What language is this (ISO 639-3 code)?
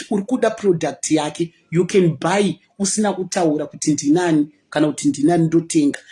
sna